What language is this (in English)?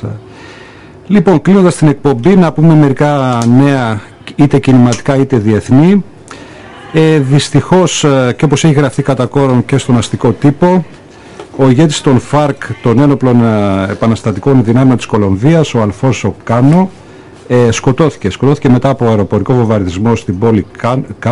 Greek